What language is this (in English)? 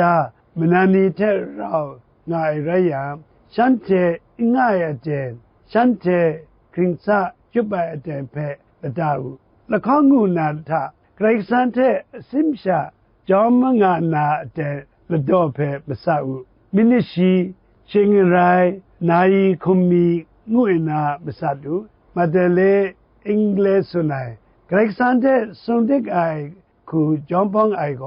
Kachin